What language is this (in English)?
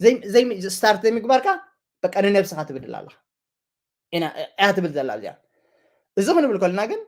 Tigrinya